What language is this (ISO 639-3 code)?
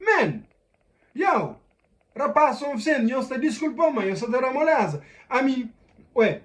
kea